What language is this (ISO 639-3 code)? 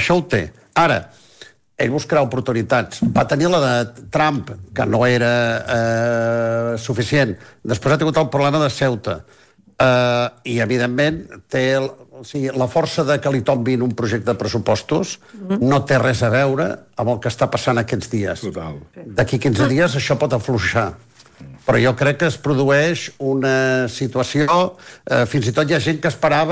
cat